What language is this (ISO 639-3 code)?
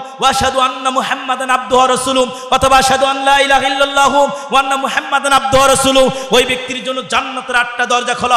ben